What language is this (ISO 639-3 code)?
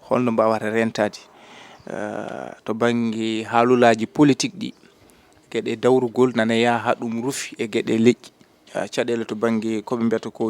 ful